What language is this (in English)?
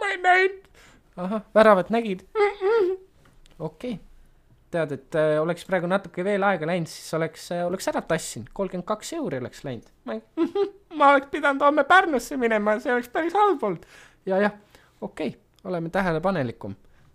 Estonian